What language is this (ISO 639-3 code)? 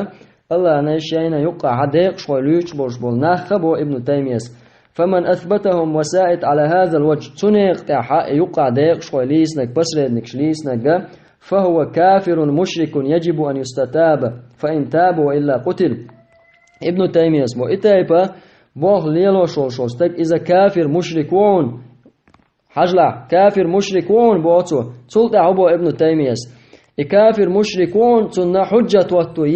che